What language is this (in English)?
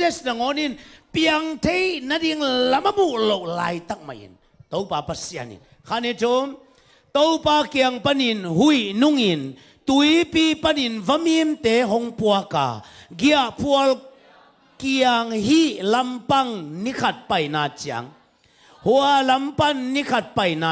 Tedim Chin